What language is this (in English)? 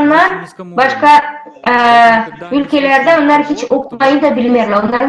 Gagauz